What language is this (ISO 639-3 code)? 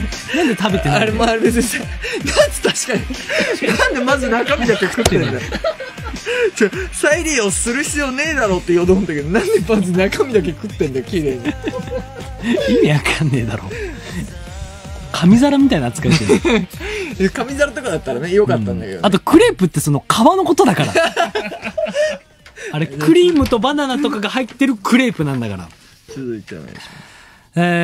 jpn